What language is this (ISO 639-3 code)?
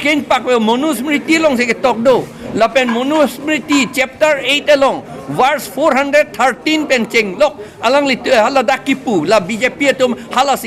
mjw